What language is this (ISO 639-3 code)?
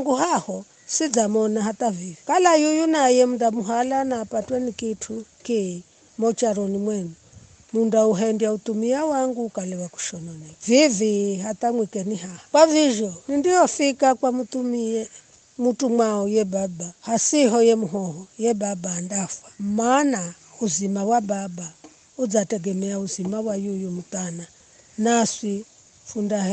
nyf